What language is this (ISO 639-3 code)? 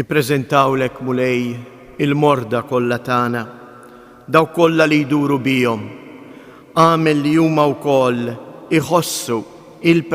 mlt